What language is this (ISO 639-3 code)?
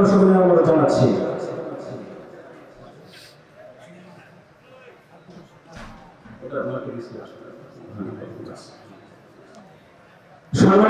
ben